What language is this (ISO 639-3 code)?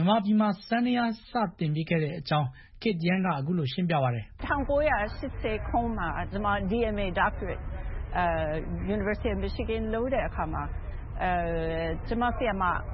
mya